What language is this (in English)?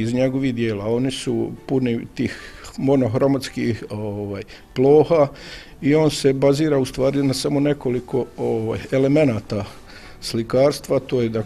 Bosnian